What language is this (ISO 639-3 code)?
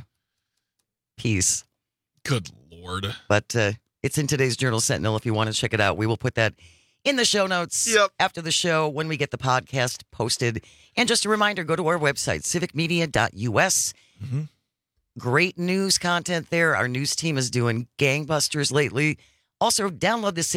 eng